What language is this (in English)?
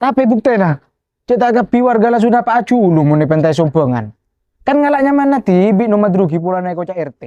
Madurese